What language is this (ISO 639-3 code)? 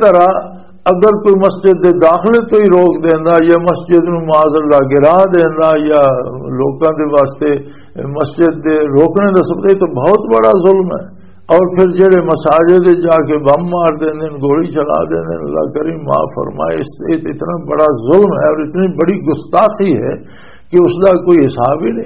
lah